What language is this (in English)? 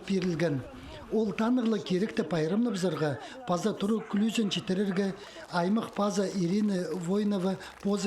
Khakas